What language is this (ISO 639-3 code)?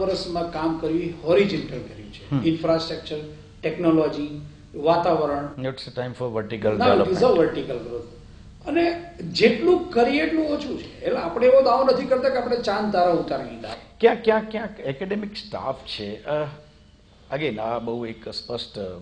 guj